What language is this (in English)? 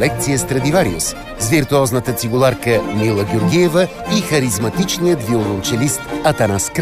Bulgarian